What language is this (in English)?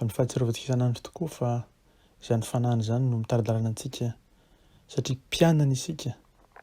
Malagasy